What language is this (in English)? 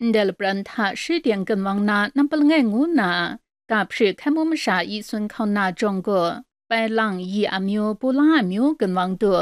Kachin